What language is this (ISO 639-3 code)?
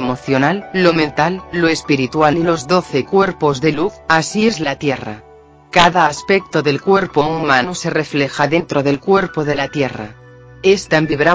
spa